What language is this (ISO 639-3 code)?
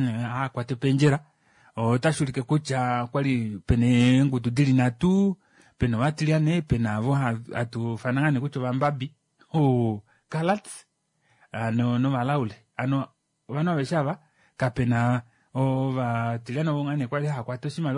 kua